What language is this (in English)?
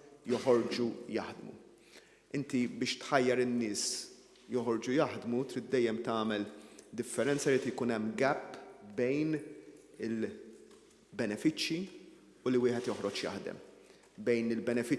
Maltese